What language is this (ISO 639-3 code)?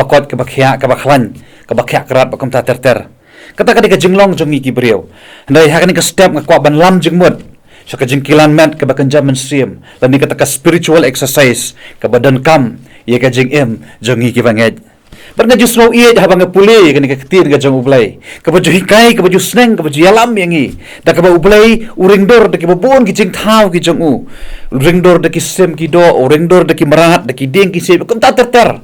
kha